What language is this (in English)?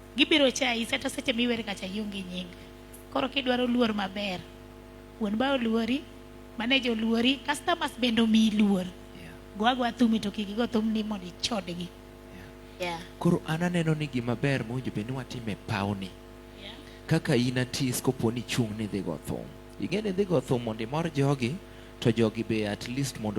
Luo (Kenya and Tanzania)